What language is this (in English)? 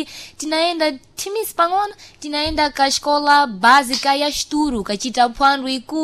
Sena